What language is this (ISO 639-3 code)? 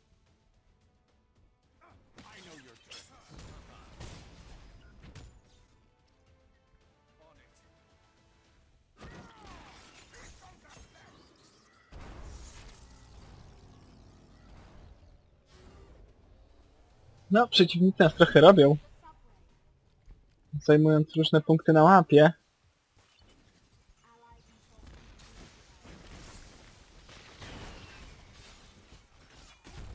pol